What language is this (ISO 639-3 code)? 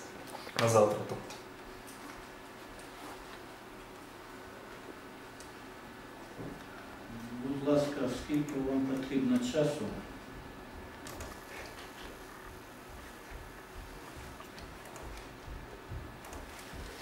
ukr